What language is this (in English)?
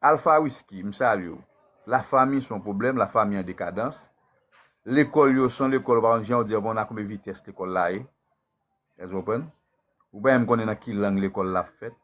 Haitian Creole